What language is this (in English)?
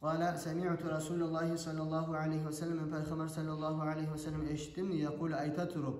Kumyk